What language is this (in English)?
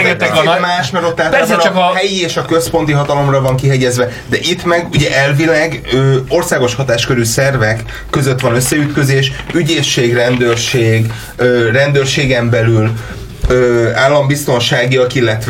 Hungarian